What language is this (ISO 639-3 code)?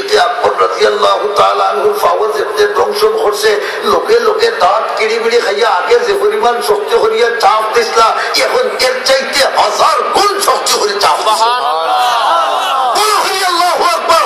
syl